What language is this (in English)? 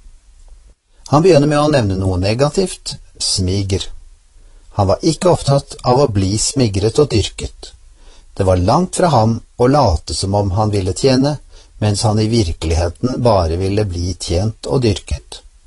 Norwegian